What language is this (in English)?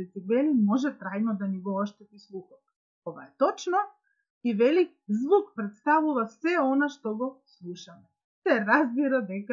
Macedonian